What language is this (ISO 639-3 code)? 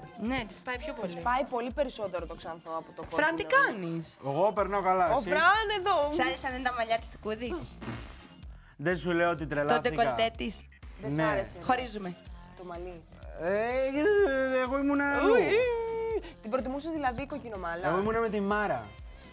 ell